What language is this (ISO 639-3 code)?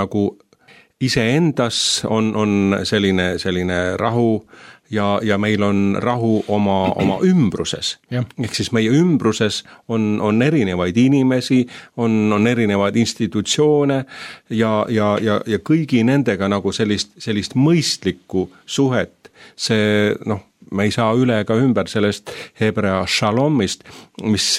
est